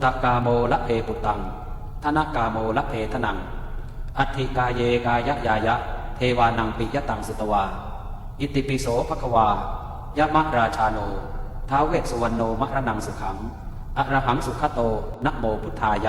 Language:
Pali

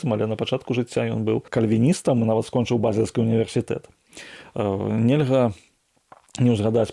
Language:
Belarusian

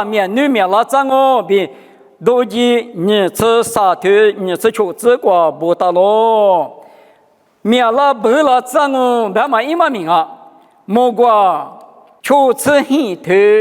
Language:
Lisu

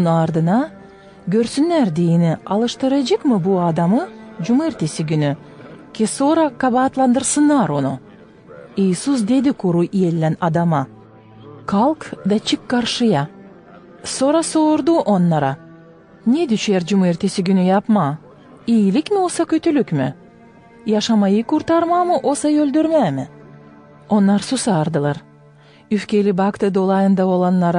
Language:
Gagauz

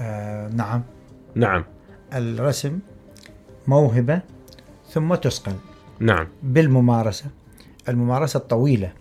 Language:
Mesopotamian Arabic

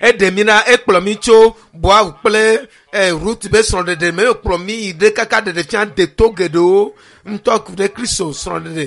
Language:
Ewe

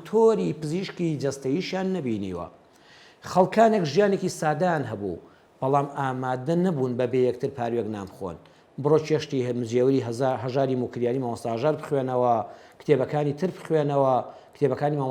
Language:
Central Kurdish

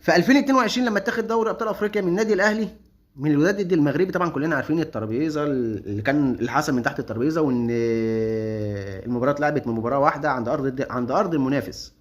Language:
Egyptian Arabic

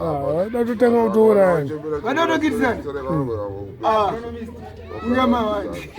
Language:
Shona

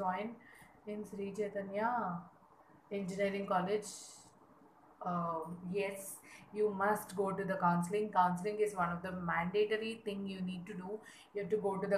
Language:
English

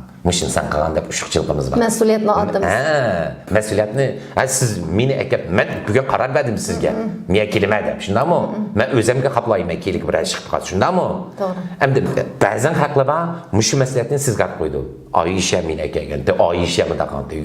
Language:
Uyghur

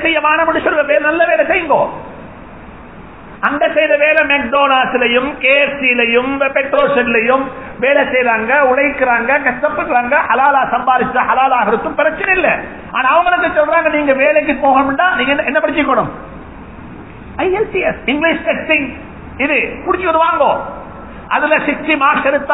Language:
Tamil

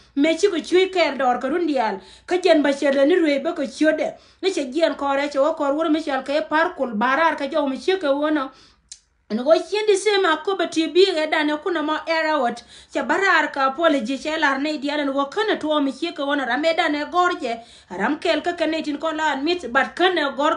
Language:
Nuer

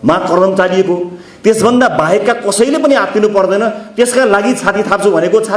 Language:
Nepali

